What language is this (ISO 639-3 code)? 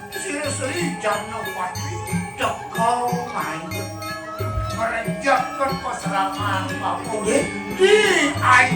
ban